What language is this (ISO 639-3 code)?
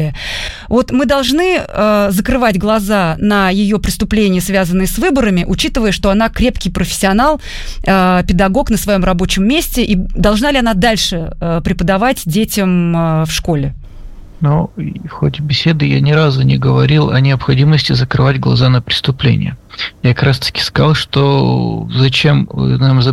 rus